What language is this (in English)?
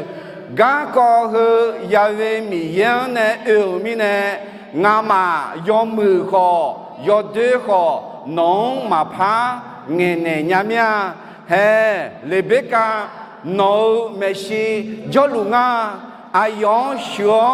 Akha